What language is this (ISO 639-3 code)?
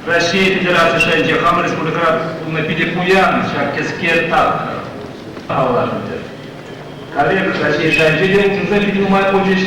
chv